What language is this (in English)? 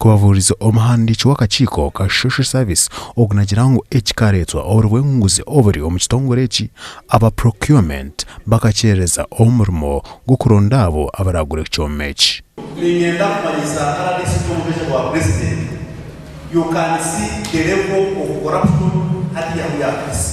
Nyankole